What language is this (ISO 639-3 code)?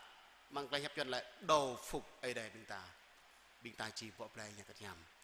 jra